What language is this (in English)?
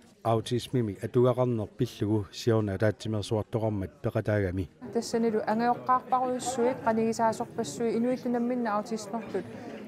Kalaallisut